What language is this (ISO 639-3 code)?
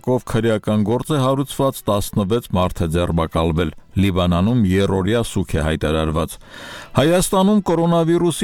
hye